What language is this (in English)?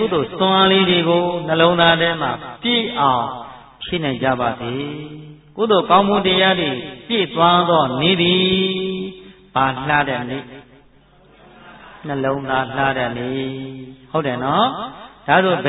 Burmese